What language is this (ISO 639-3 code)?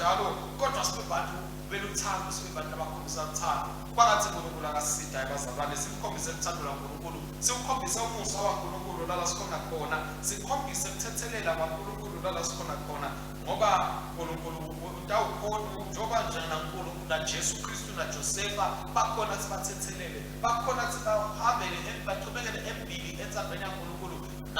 ssw